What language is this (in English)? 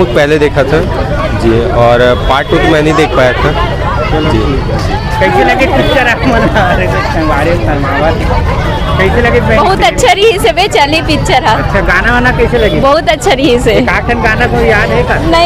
Chhattisgarhi